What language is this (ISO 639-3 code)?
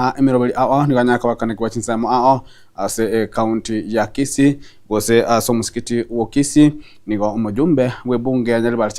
guz